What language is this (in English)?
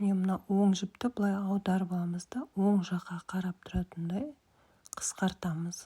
Kazakh